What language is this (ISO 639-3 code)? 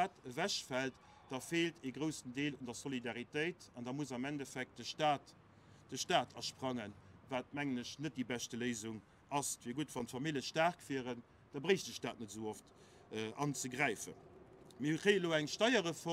ltz